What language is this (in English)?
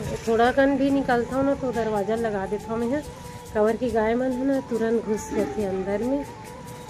Chhattisgarhi